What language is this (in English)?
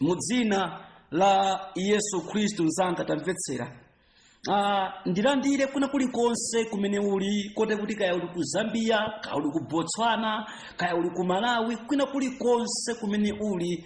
Nyanja